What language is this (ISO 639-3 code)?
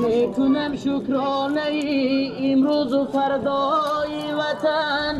tgk